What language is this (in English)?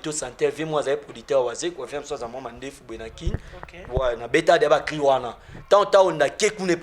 Lingala